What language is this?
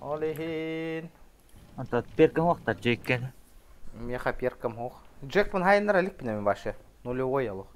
Yakut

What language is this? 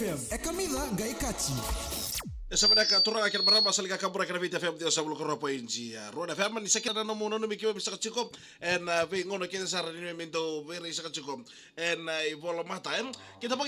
Fijian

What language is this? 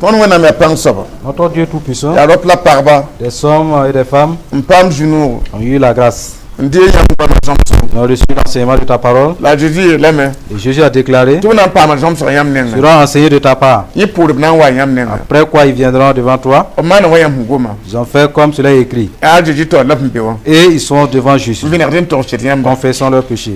Mossi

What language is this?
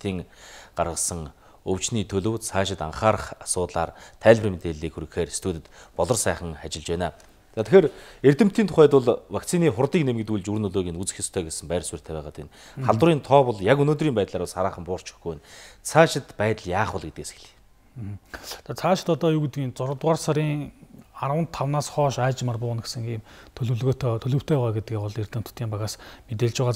Mongolian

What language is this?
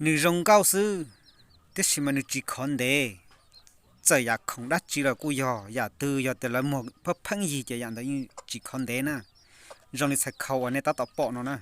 Hmong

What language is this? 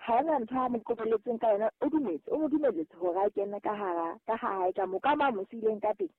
Southern Sotho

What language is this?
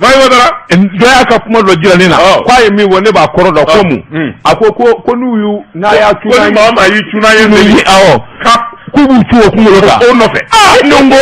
Bambara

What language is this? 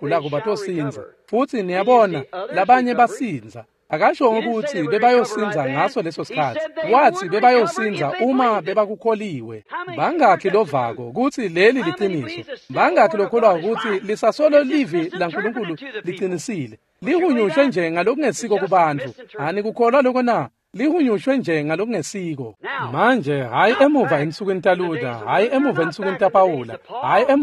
Swati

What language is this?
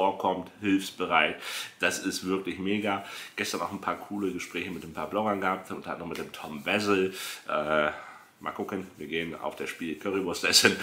German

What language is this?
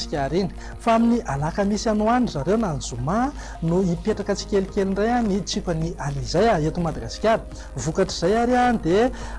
Malagasy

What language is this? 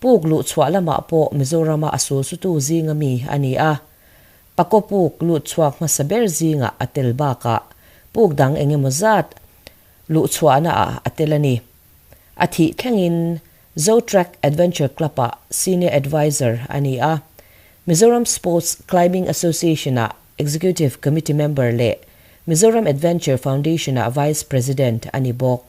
Mizo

